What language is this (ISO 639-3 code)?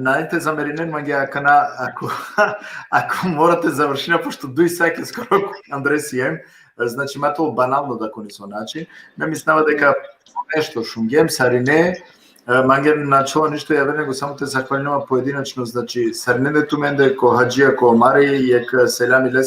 rmn